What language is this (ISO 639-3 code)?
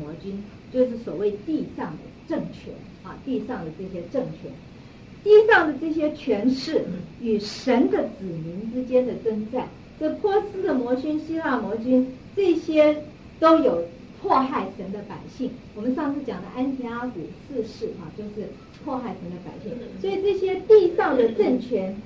zho